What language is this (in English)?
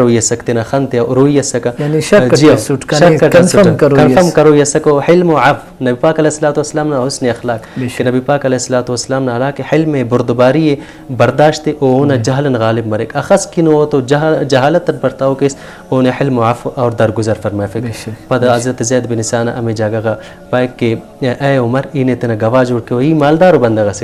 Brahui